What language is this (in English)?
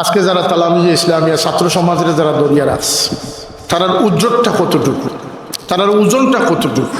Sylheti